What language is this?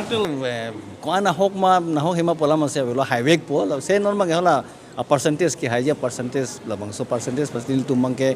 Karbi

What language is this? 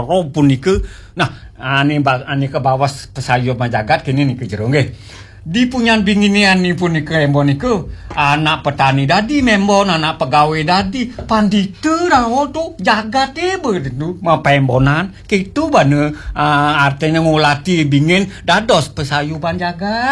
Balinese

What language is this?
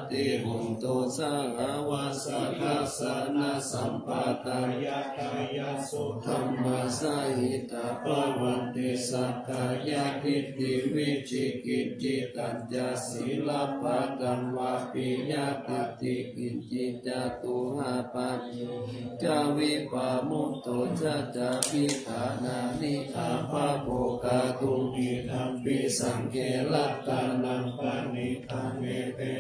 Pali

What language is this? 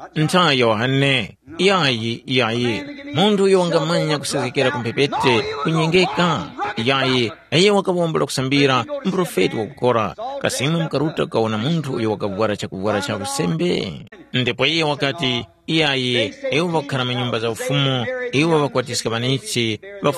Tumbuka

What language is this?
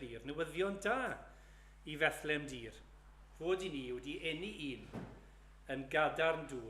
Welsh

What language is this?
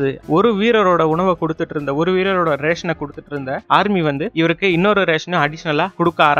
Tamil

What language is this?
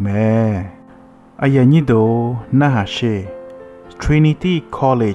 Akha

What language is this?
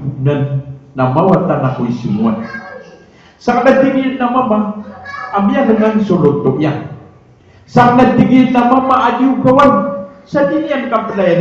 Maranao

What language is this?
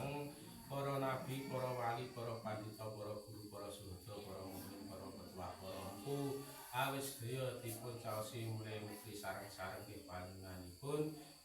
Javanese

